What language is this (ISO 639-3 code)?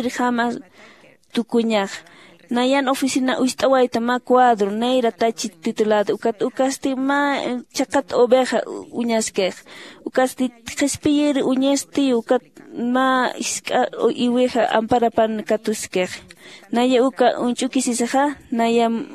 aym